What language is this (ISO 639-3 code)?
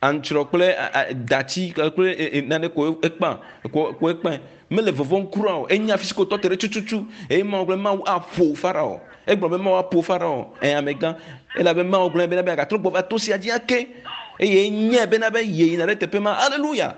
ewe